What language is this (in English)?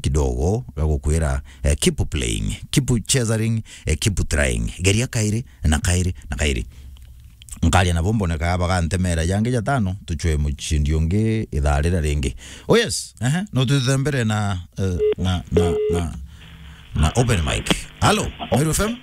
Meru